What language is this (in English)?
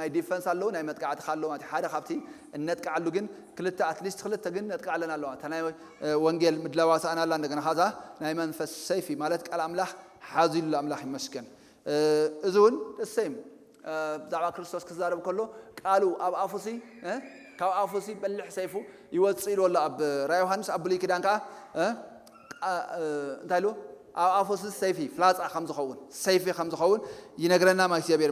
Tigrinya